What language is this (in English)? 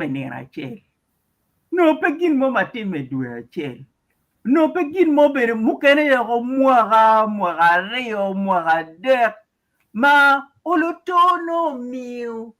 Acoli